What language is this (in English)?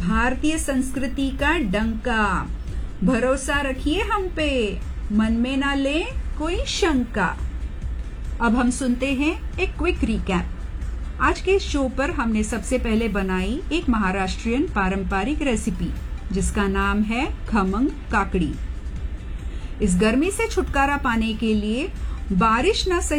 Hindi